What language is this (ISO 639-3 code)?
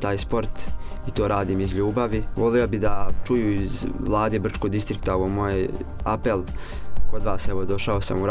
bos